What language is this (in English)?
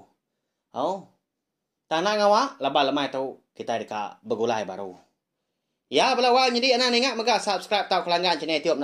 Iban